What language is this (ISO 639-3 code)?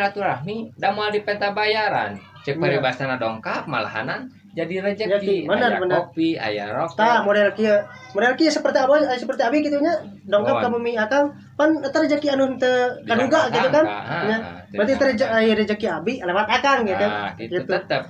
sun